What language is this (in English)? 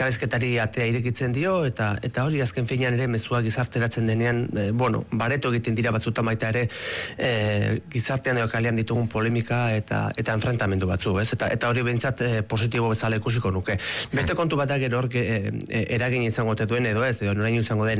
Basque